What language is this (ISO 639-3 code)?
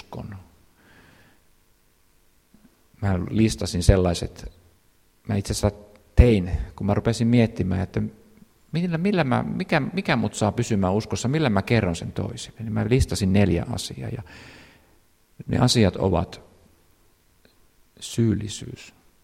fin